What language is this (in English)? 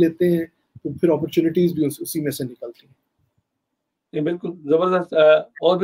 Urdu